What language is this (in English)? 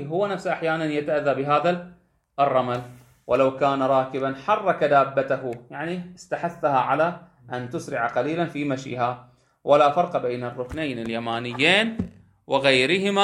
Arabic